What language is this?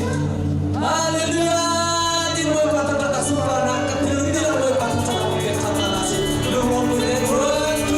Hakha Chin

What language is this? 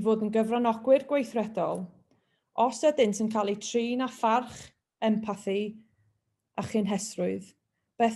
Welsh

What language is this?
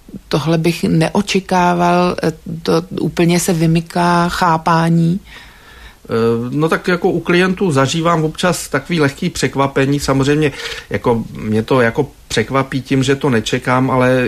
Czech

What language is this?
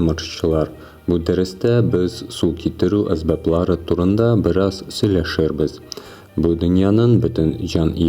Tatar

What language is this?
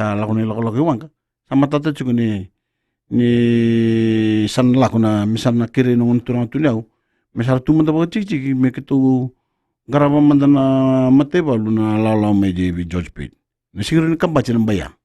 Fijian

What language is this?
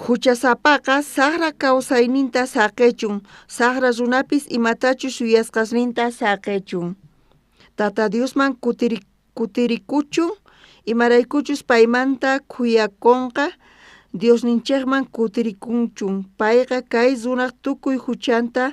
South Bolivian Quechua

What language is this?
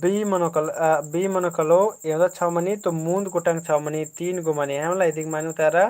Kurukh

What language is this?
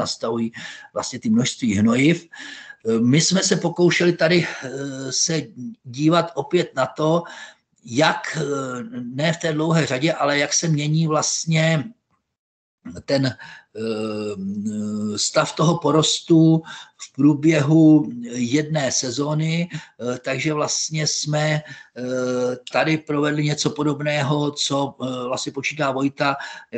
Czech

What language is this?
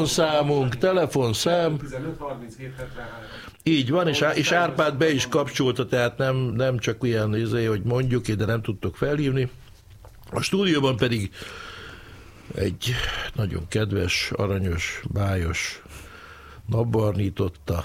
Hungarian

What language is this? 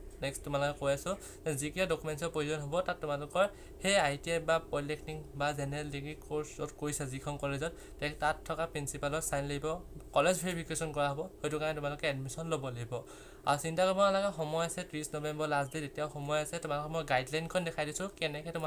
Assamese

